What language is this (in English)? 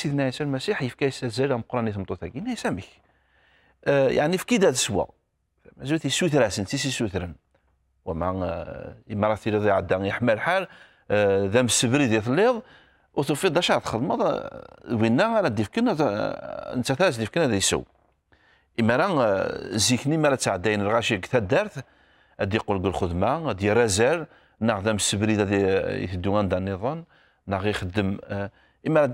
Kabyle